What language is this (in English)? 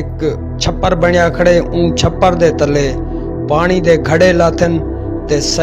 Saraiki